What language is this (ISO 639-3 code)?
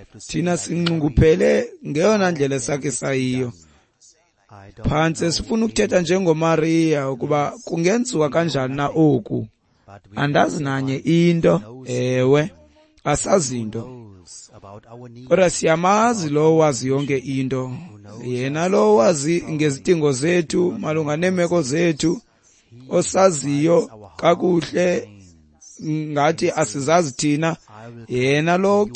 xho